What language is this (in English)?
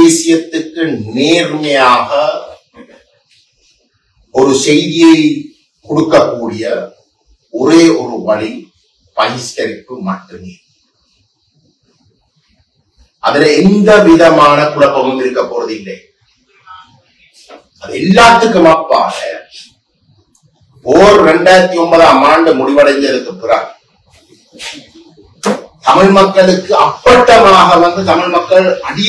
Tamil